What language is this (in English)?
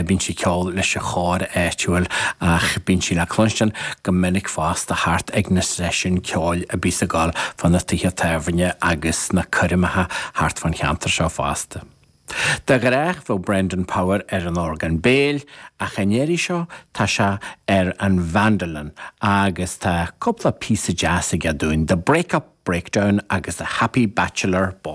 Irish